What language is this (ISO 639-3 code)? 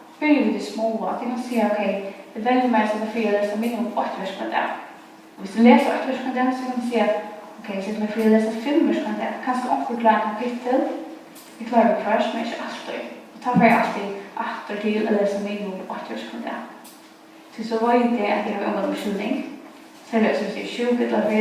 fao